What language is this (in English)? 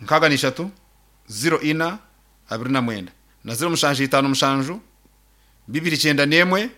Nyankole